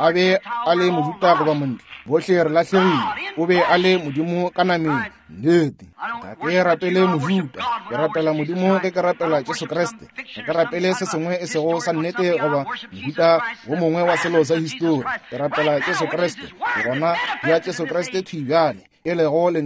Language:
Northern Sotho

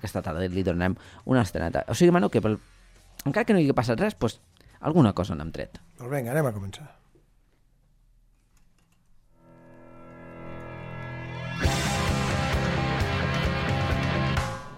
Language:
Catalan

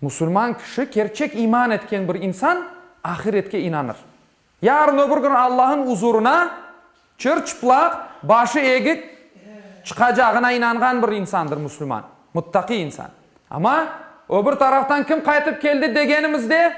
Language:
Crimean Tatar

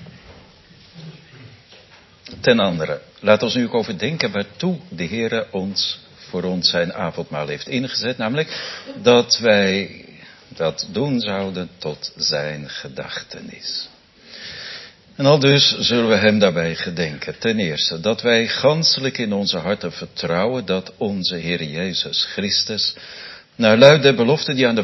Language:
Dutch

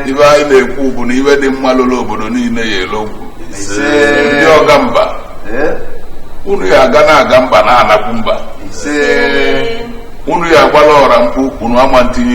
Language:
Igbo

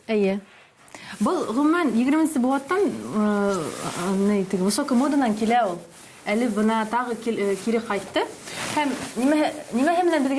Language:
Bashkir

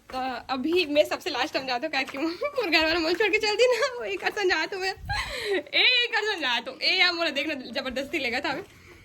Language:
Chhattisgarhi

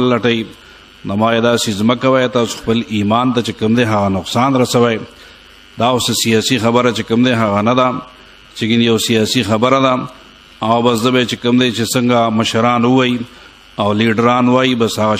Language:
Pashto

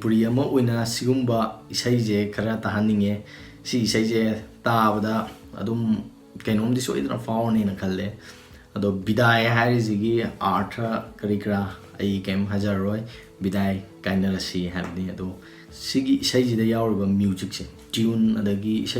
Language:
Manipuri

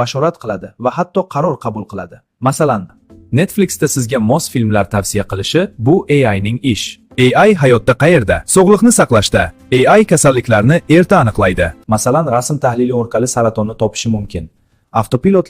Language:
Uzbek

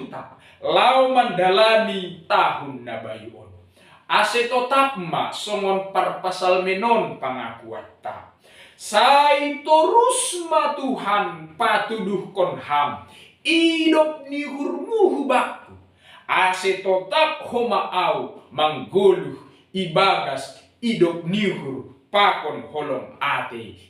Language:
Batak Simalungun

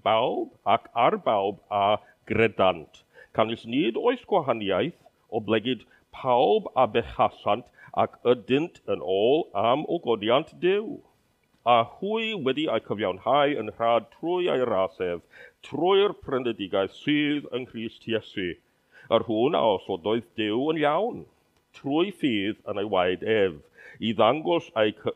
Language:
Welsh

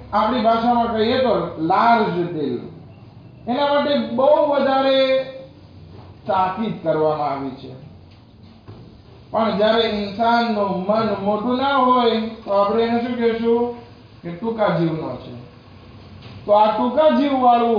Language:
Gujarati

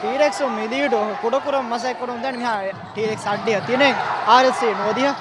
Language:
Divehi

